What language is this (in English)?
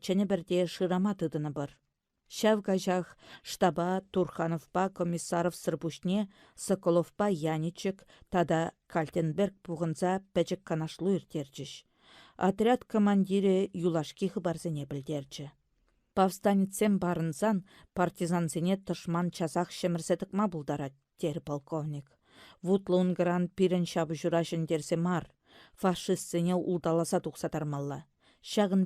Chuvash